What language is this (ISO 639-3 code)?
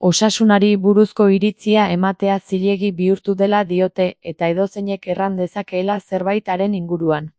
eus